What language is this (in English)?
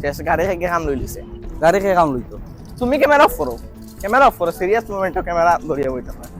Sylheti